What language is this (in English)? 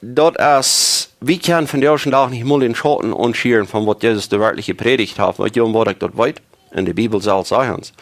Plautdietsch